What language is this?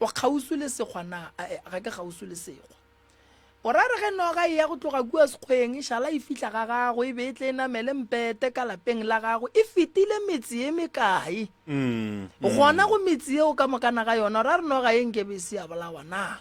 Northern Sotho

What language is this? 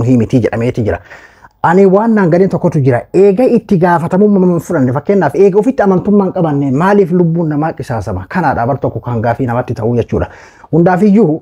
Oromo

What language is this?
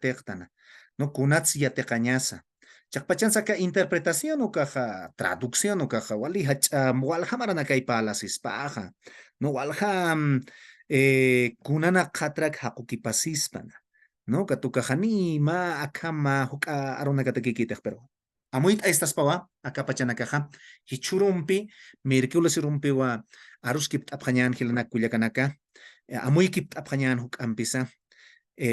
Aymara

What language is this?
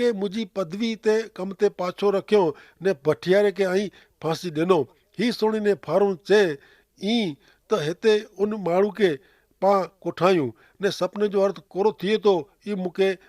Kachhi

